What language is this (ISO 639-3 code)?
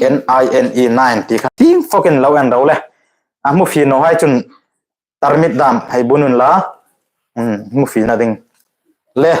hmr